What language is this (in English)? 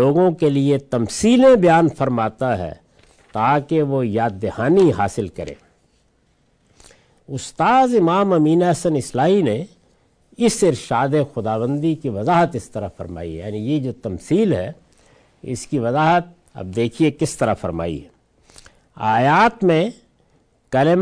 Urdu